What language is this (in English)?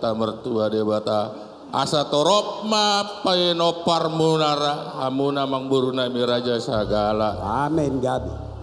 Batak Toba